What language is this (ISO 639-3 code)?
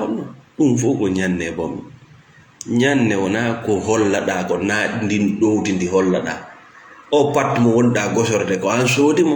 ful